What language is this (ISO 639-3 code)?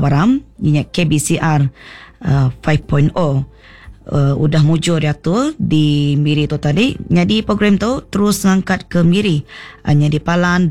iba